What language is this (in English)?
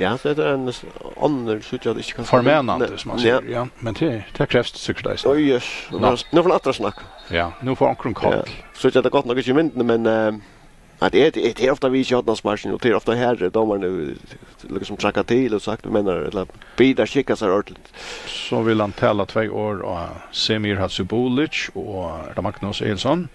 Faroese